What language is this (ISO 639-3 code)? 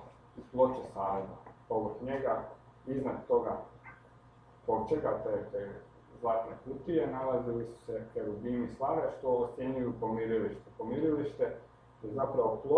hrv